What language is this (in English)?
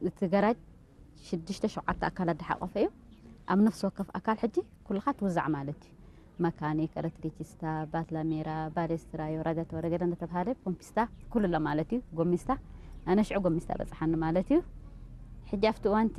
Tigrinya